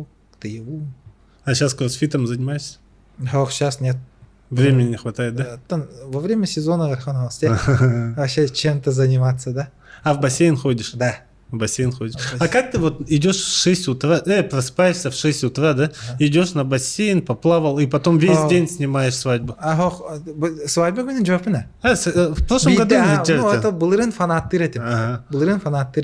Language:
Yakut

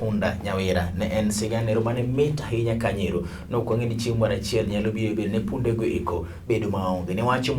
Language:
Luo (Kenya and Tanzania)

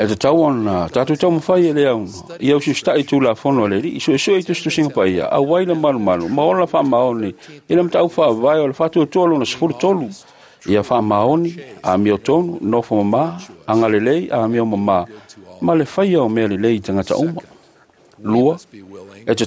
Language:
Samoan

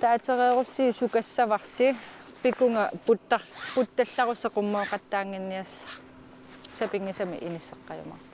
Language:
Kalaallisut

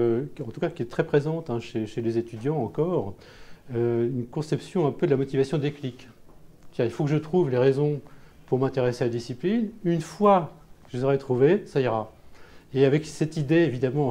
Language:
French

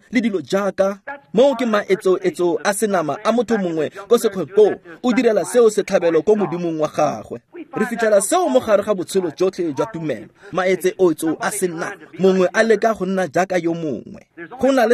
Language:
Tswana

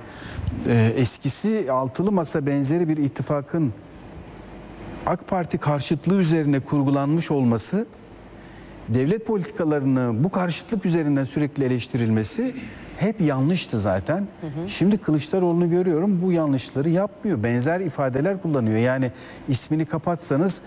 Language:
Turkish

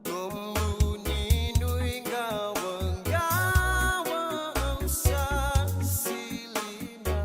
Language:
Fijian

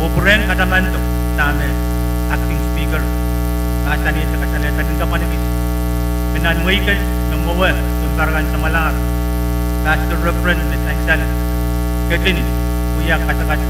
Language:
Pohnpeian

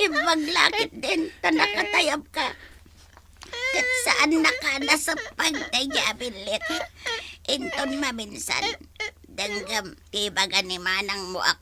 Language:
Iloko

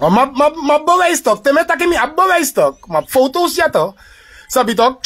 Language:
Sranan Tongo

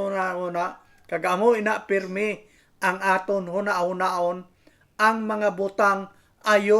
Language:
Hiligaynon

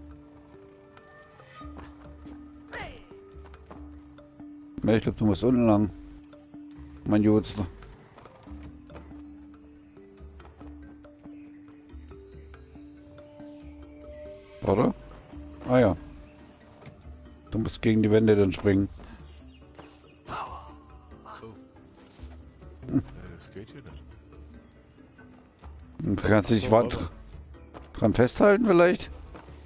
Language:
German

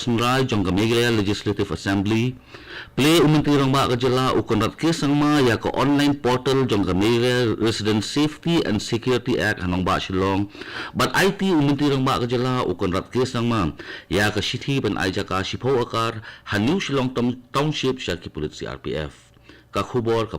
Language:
Khasi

